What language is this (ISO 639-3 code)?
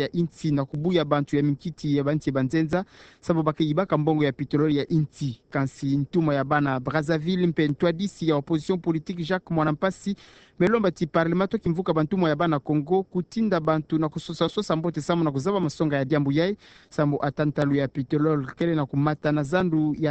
ktu